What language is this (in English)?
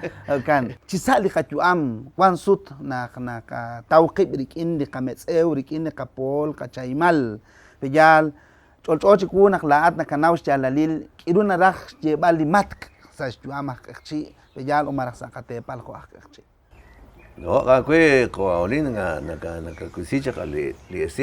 Kekchí